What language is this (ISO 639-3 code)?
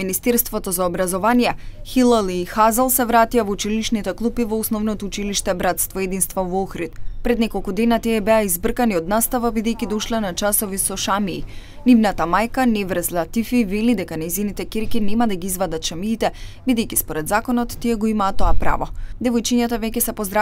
mkd